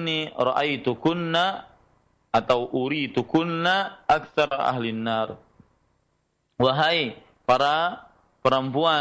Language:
Indonesian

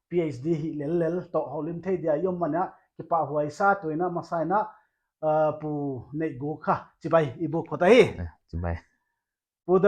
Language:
Paite Chin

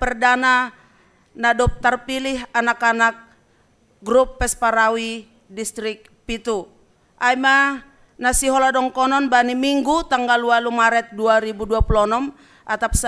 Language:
Batak Simalungun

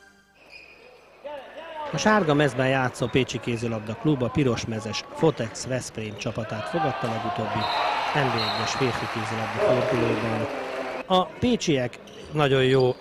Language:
Hungarian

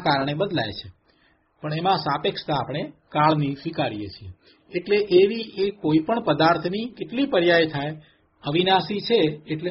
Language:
Gujarati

